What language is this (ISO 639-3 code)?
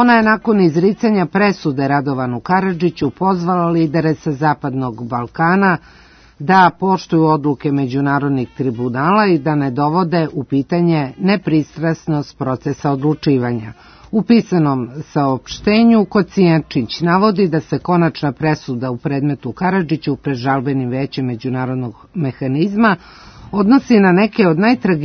srp